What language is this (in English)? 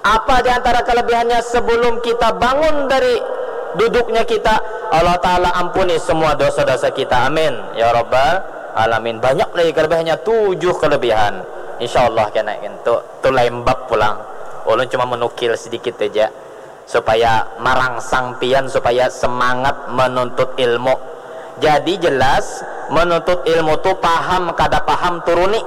Banjar